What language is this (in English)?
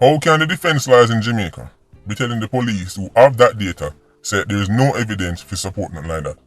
Jamaican Creole English